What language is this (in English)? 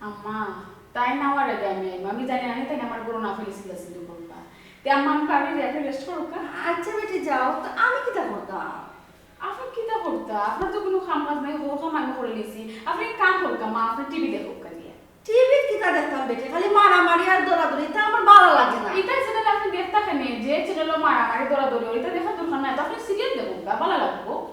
Sylheti